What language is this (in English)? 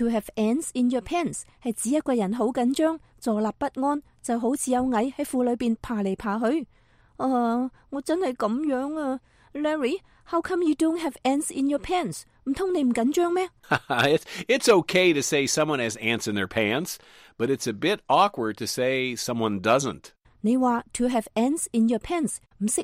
Cantonese